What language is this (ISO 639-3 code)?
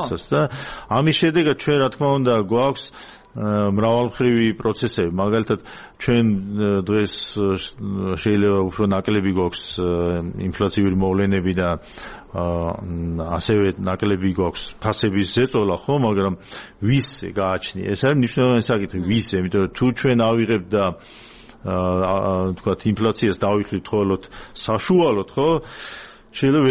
kat